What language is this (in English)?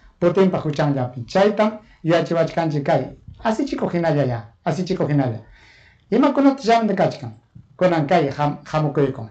Ayacucho Quechua